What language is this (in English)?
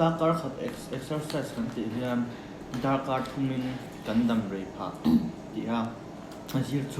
Mizo